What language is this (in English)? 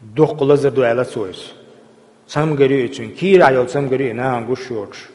Chechen